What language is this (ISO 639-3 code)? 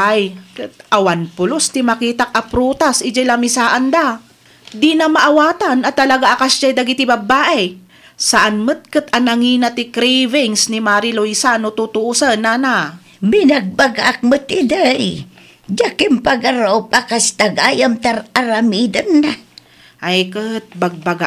ilo